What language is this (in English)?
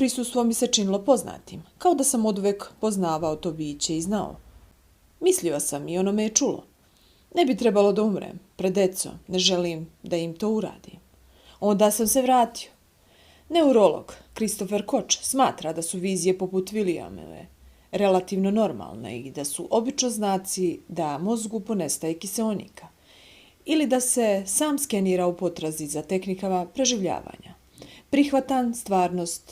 Bosnian